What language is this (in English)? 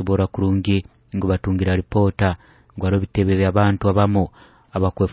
Nyoro